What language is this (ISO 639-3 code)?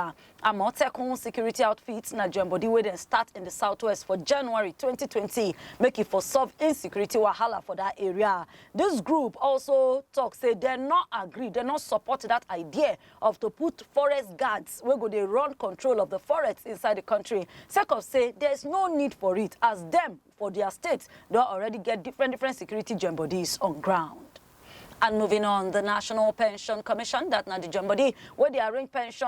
pcm